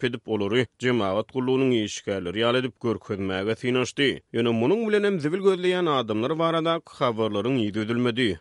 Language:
Turkmen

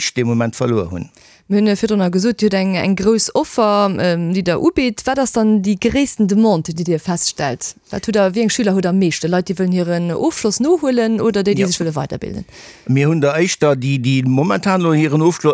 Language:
Luxembourgish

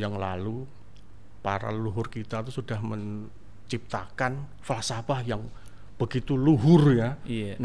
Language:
Indonesian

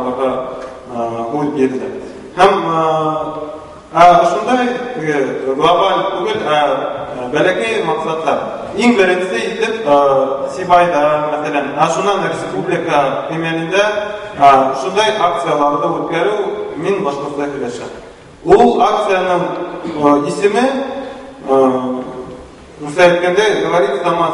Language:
Bashkir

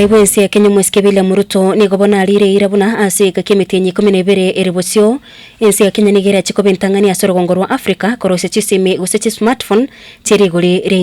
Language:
Gusii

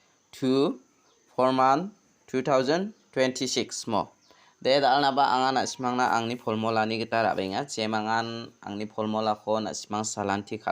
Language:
Garo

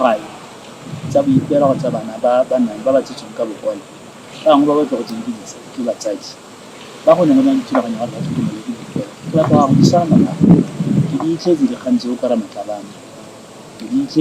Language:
Tswana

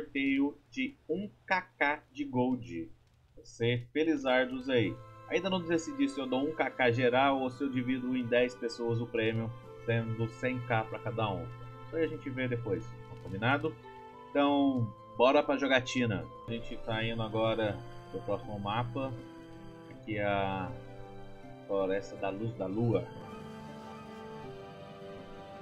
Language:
Portuguese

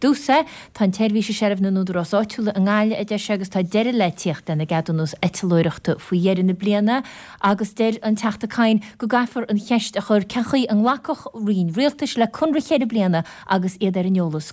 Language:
Irish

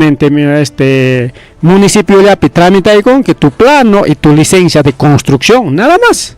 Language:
Ayacucho Quechua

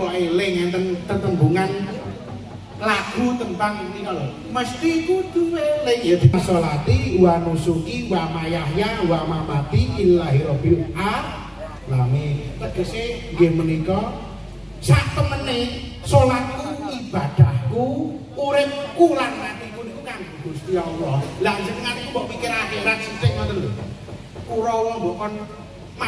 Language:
Javanese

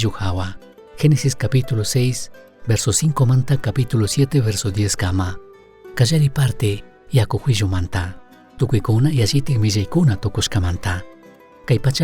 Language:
Chimborazo Highland Quichua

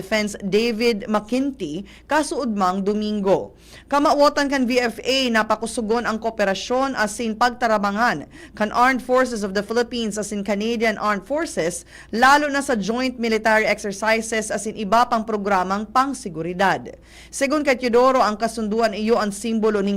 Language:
Bikol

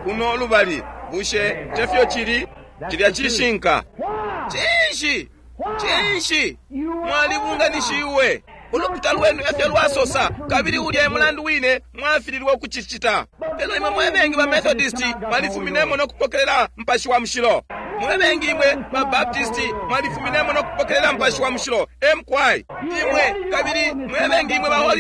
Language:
Bemba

